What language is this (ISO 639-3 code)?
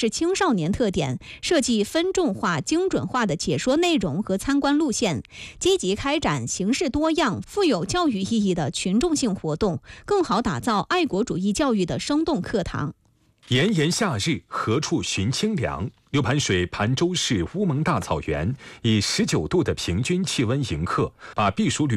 zho